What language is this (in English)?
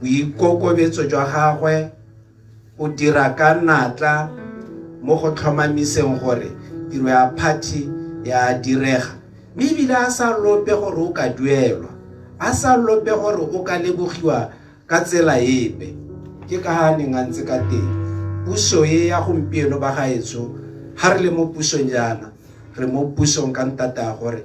Tswana